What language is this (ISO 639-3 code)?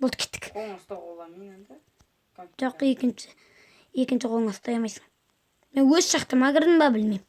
kaz